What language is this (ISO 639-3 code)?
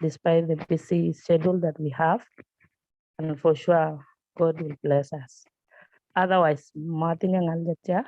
kln